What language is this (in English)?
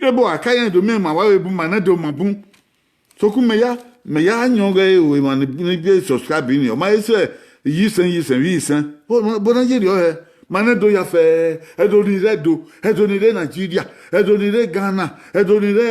Bini